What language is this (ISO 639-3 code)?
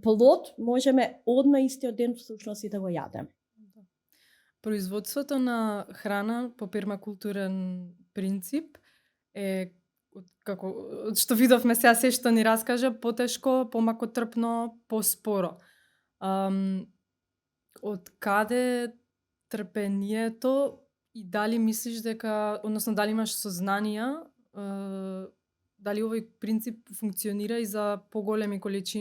mkd